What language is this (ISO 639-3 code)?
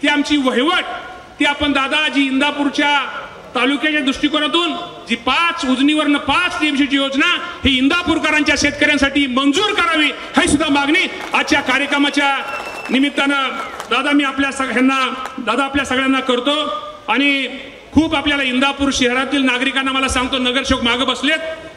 mar